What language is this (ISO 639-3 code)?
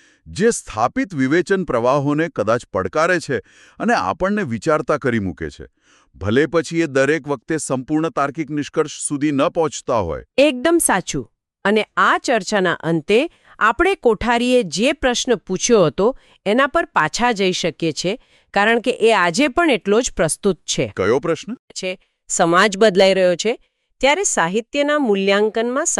guj